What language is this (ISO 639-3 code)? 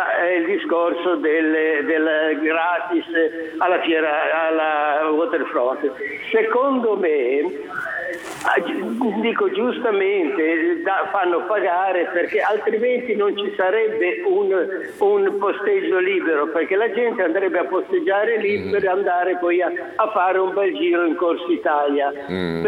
ita